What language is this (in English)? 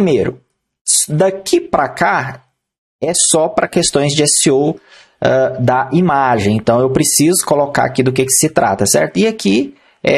Portuguese